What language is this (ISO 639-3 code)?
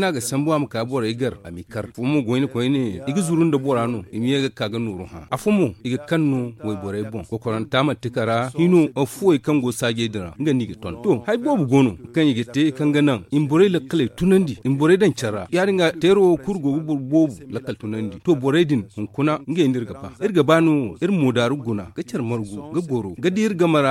dje